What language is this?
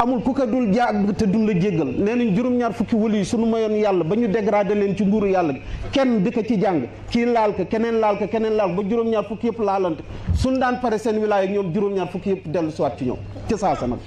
Wolof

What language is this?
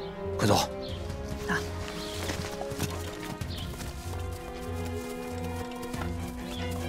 Chinese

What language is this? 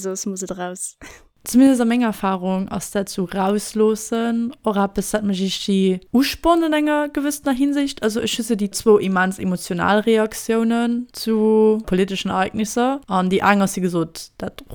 Luxembourgish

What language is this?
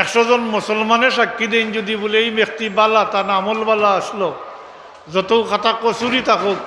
Sylheti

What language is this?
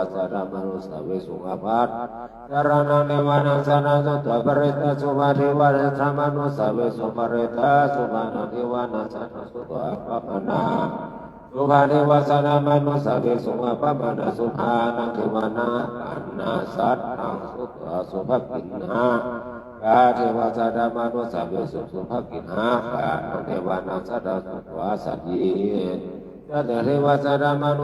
Pali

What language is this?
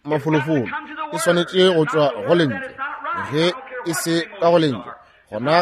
Northern Sotho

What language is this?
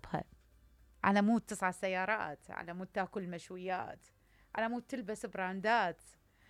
Mesopotamian Arabic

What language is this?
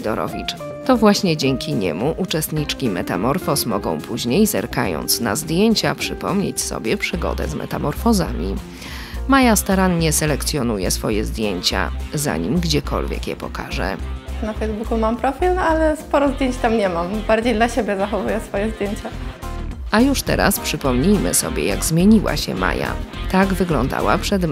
Polish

